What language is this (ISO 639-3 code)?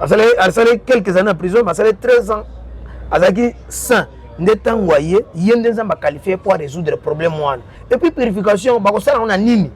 lin